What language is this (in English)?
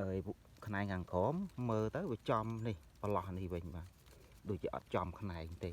Khmer